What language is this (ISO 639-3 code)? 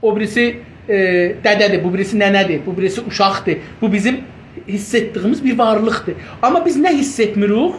azb